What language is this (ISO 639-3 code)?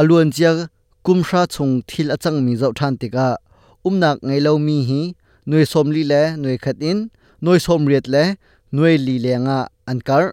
cnh